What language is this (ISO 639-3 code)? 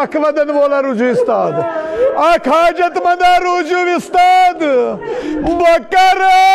kas